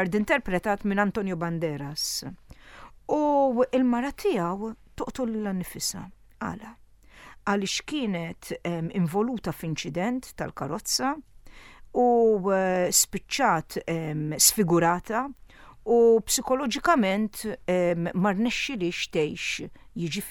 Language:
Maltese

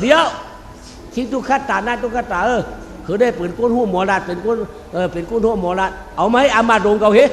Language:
Shan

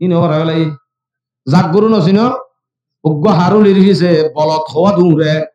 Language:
Rohingya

